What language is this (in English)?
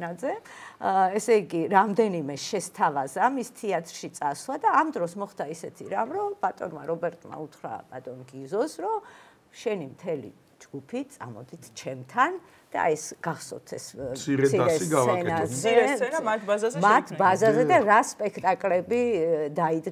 Georgian